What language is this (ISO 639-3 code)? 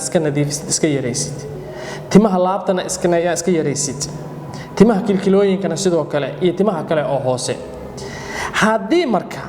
som